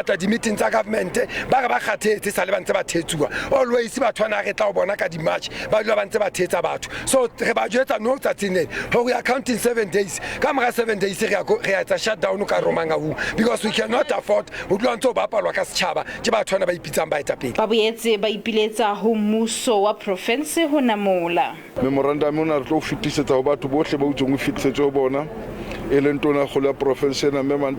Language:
Southern Sotho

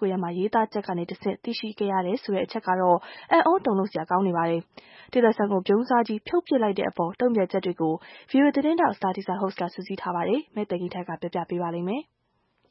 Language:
Burmese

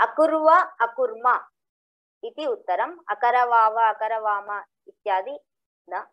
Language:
Sanskrit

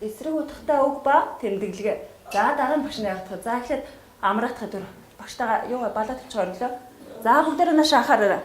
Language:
Mongolian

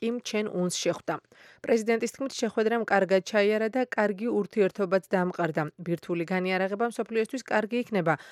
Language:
Georgian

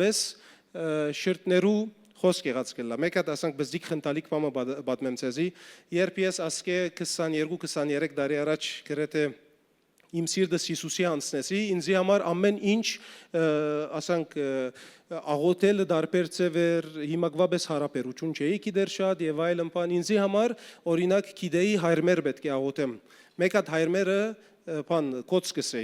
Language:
Western Armenian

